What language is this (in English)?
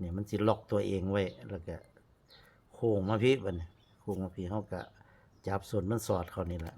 Northeastern Thai